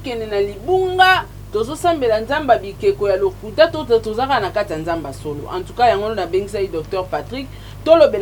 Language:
Lingala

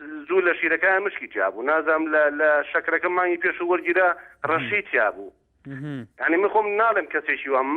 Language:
Central Kurdish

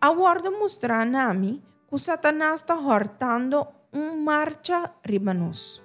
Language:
Papiamento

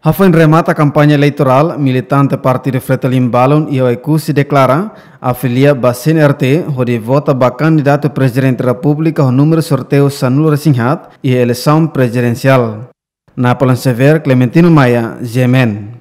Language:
Tetum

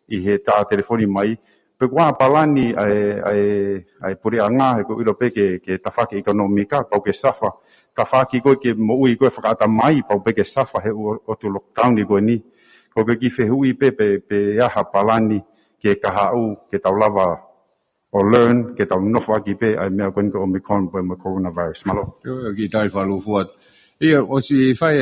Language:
Tongan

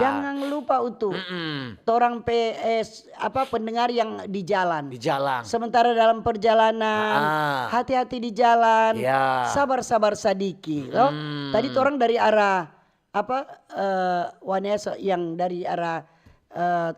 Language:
Manado Malay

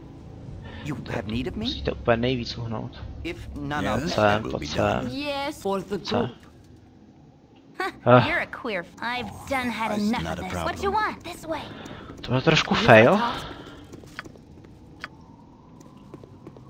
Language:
Czech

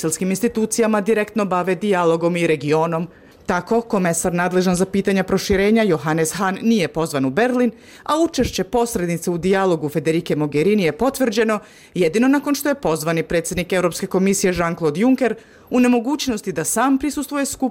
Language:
Bosnian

